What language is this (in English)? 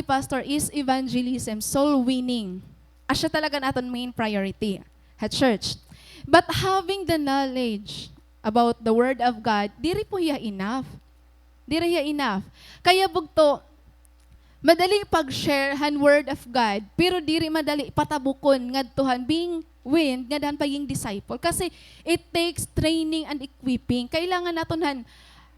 Waray